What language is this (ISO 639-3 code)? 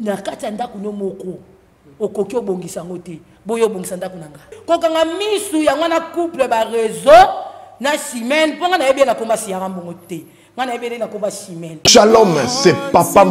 lin